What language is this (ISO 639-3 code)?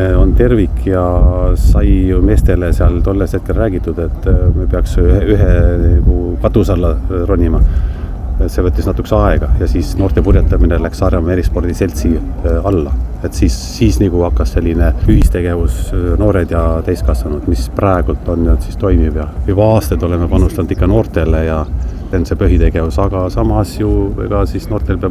est